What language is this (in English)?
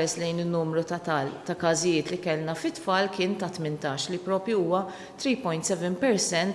Maltese